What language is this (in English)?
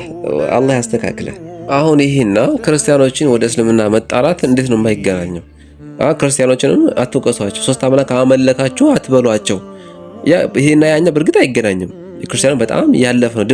Amharic